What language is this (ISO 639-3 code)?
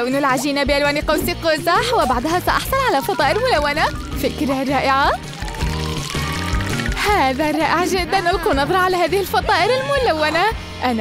ara